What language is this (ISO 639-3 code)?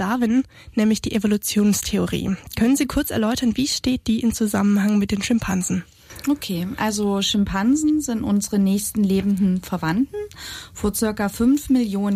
deu